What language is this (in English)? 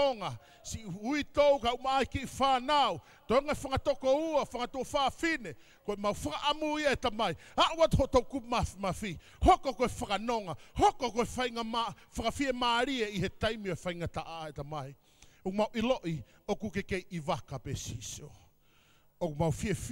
Tongan